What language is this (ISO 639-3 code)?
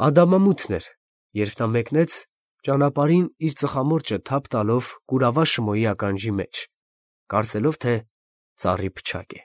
hye